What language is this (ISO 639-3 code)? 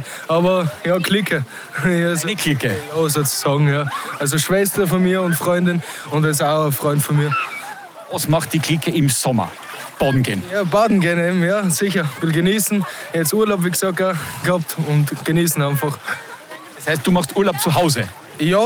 deu